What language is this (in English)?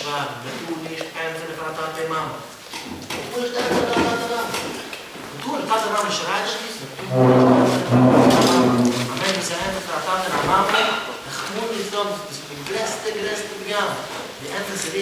Yiddish